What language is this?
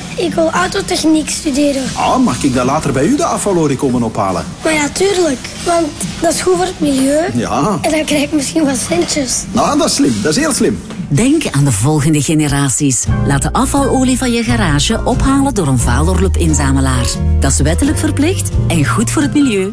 Dutch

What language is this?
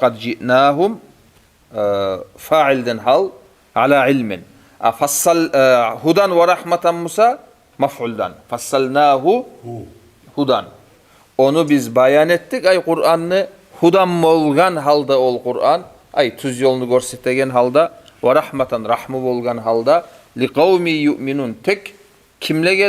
Kumyk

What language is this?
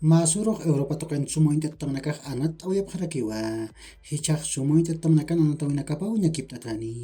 Aymara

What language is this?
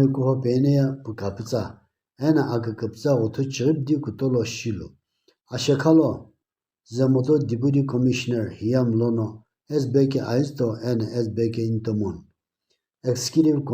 Sumi Naga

